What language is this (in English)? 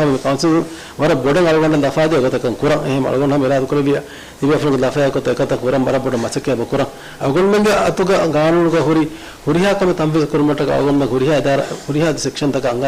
Divehi